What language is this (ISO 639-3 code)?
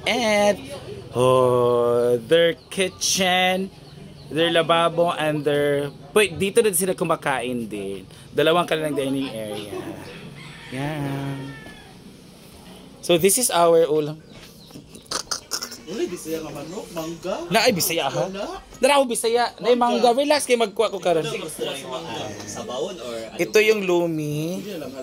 fil